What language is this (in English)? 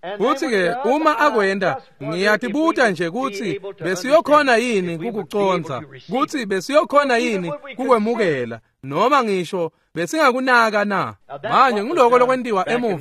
Swati